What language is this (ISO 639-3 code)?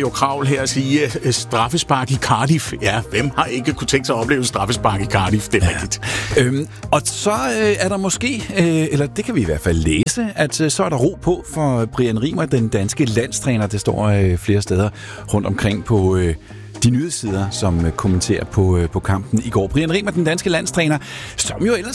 dan